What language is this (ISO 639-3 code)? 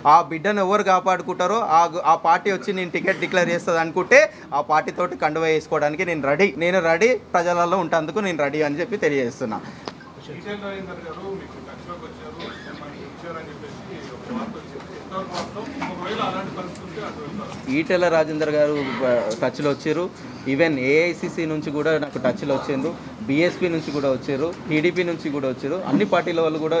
tel